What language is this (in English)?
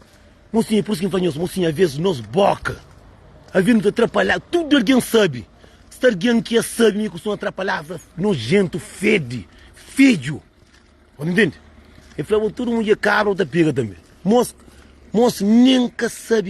Kabuverdianu